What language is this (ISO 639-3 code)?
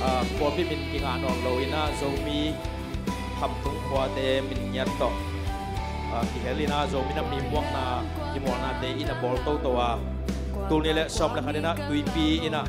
ctd